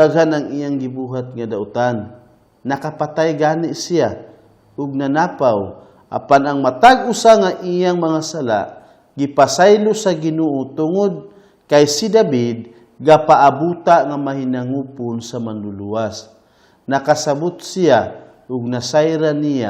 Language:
Cebuano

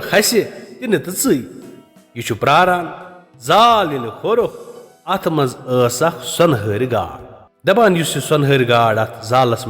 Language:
Kashmiri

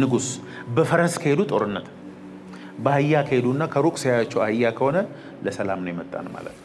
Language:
Amharic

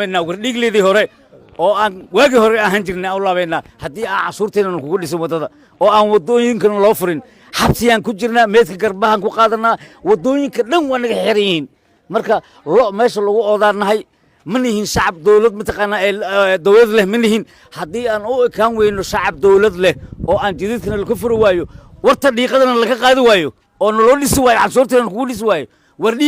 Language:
Somali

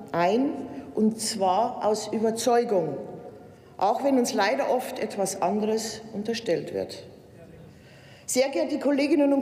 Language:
German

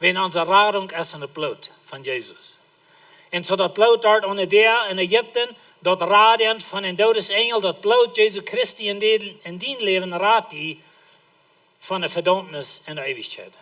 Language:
Plautdietsch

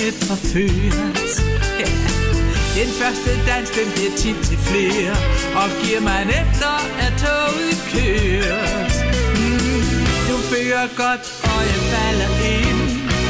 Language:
Danish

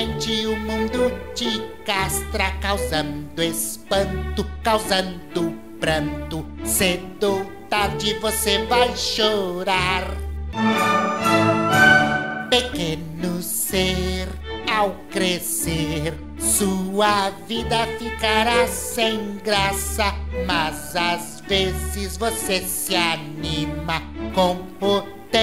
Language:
Portuguese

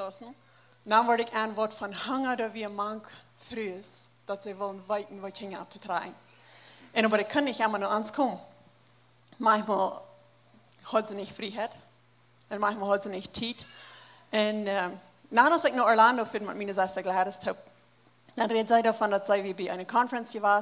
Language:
Plautdietsch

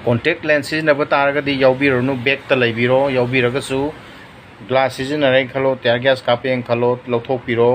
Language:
Manipuri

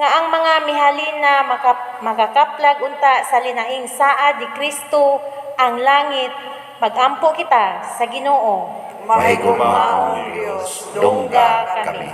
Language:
Cebuano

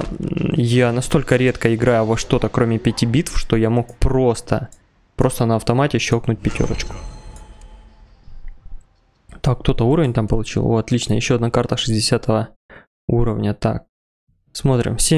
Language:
Russian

